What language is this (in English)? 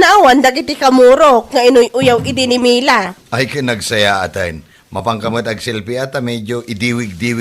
Iloko